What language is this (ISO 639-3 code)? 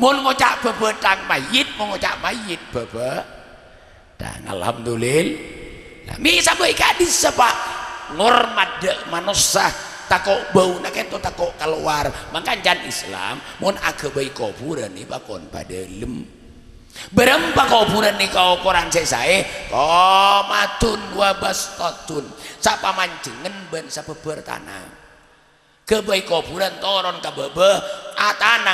mad